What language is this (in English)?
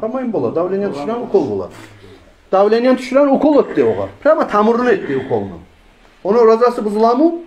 Kumyk